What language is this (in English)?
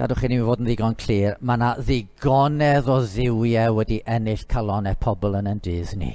Welsh